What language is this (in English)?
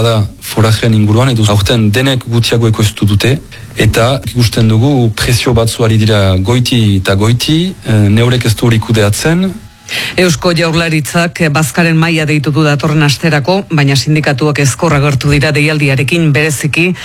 Basque